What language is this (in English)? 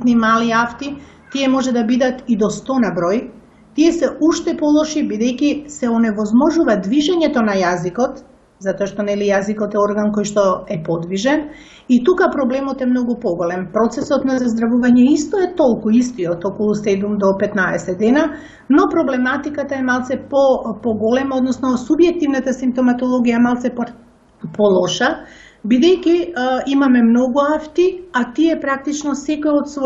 Macedonian